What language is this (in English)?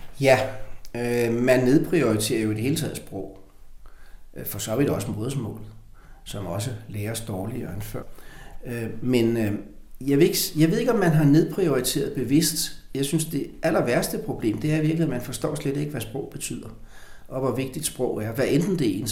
Danish